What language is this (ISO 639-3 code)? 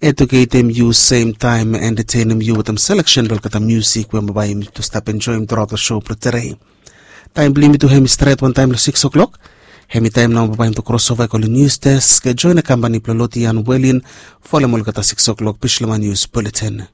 bis